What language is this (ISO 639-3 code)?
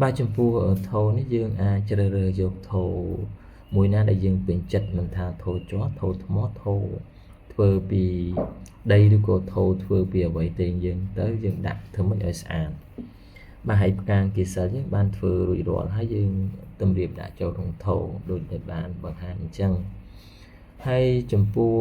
khm